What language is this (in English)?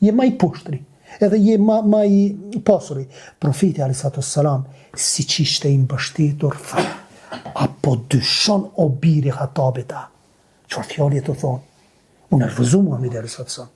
Albanian